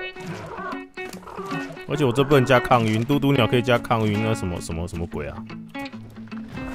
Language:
Chinese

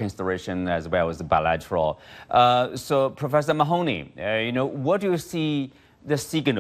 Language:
English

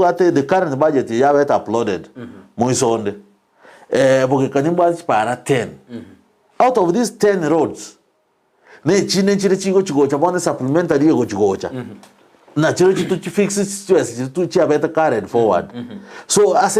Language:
Gusii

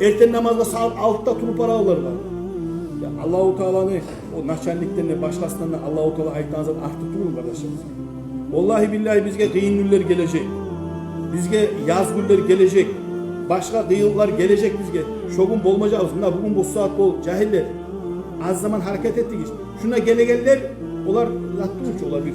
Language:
Kumyk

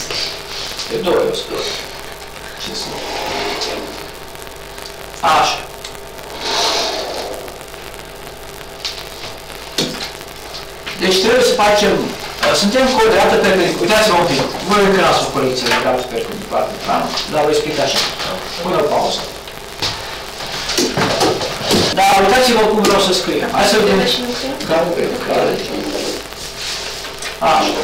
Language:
Romanian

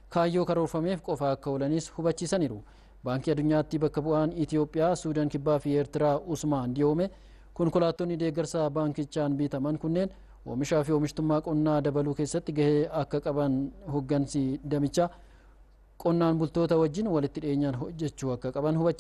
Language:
Oromo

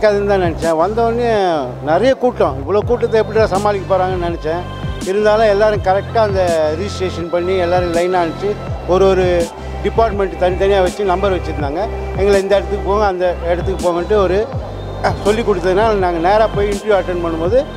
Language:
Tamil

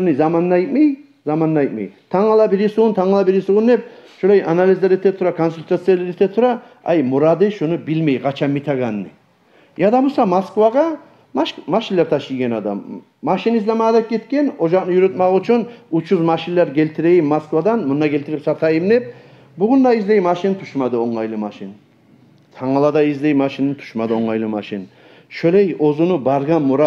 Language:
Kumyk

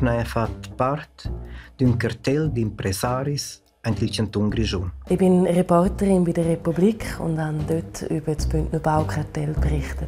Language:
Romansh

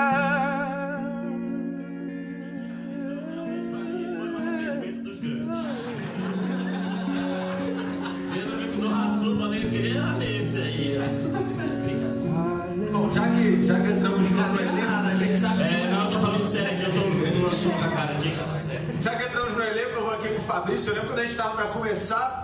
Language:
Portuguese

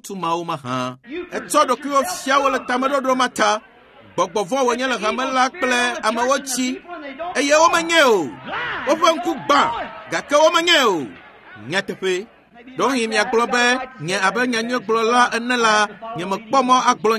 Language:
Ewe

